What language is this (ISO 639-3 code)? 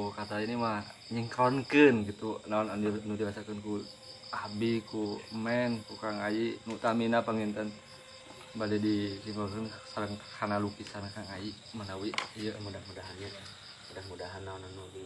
sun